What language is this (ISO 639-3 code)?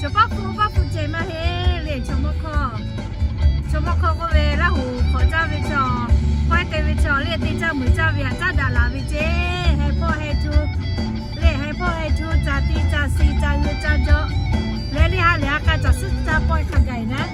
lhu